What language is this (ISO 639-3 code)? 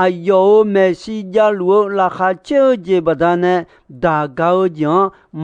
ahk